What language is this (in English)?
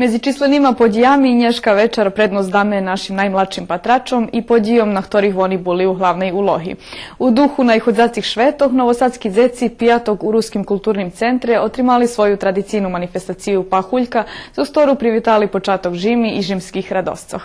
Rusyn